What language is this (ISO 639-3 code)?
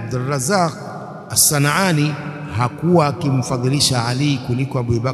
swa